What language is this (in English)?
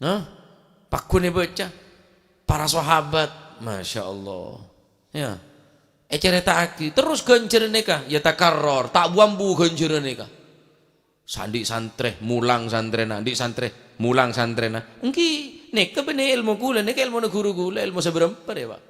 Madurese